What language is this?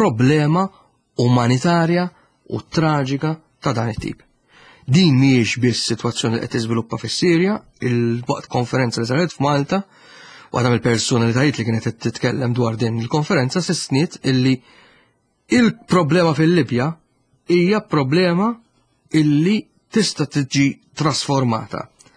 Maltese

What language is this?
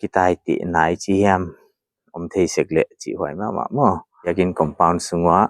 Paite Chin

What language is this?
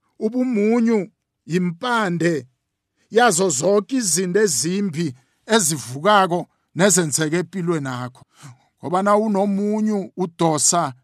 South Ndebele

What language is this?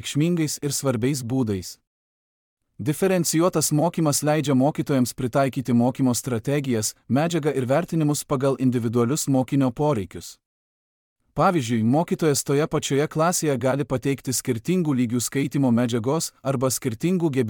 Lithuanian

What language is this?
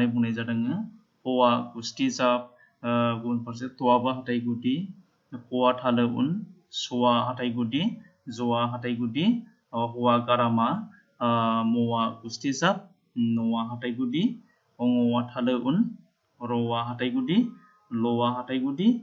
Bodo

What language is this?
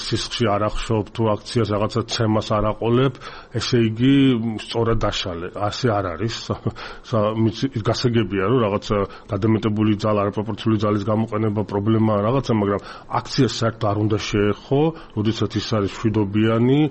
Georgian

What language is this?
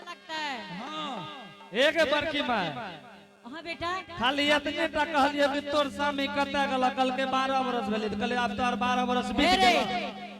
Angika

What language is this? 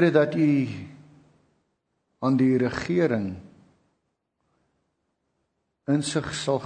Afrikaans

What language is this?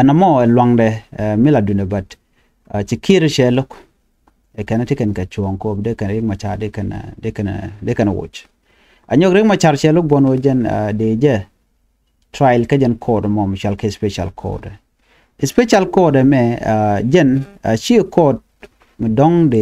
Nuer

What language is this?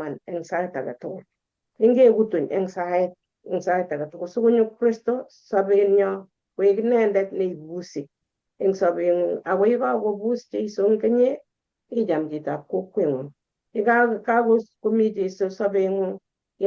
Kalenjin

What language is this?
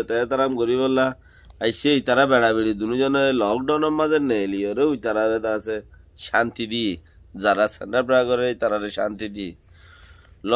Rohingya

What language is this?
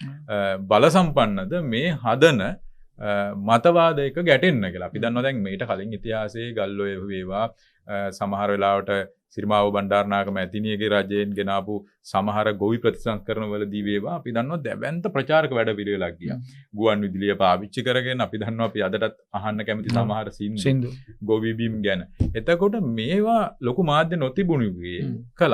Sinhala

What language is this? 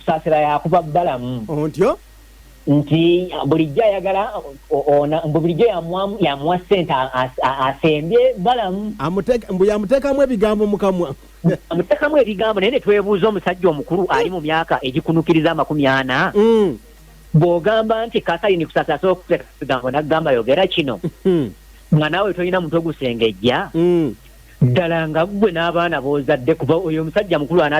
Ganda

